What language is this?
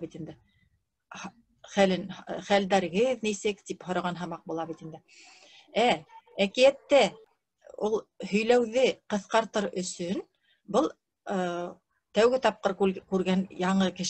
Bashkir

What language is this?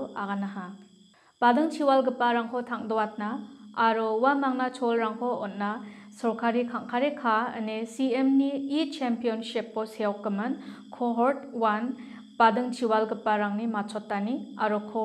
Garo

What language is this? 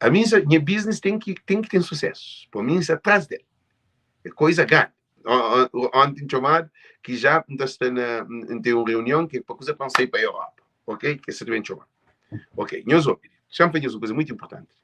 Kabuverdianu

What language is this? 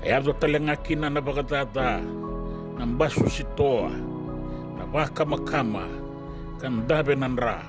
Fijian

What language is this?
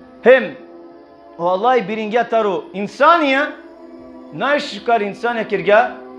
Balkan Romani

